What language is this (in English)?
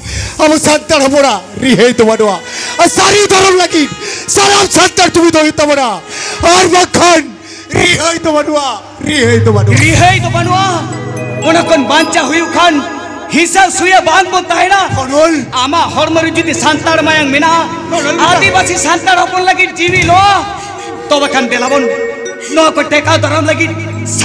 Santali